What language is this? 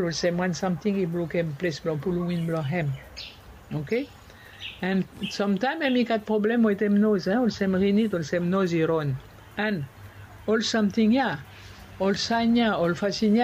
Bislama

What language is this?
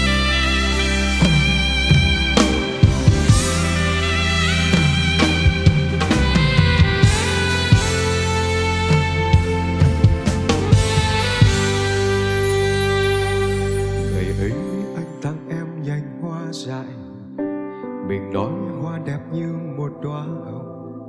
Vietnamese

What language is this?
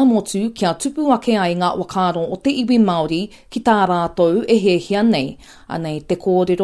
Māori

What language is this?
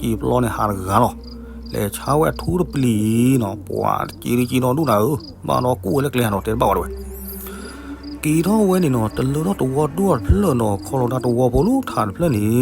S'gaw Karen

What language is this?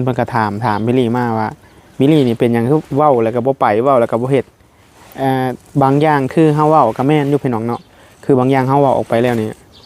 Northeastern Thai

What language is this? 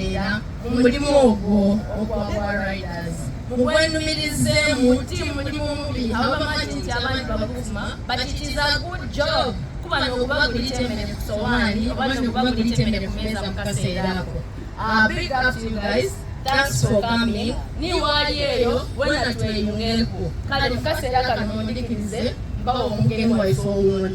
Soga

